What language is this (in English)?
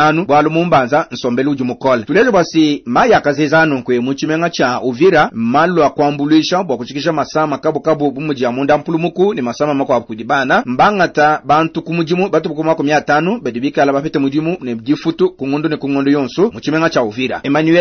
Luba-Lulua